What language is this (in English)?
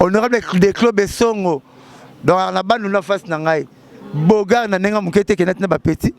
Lingala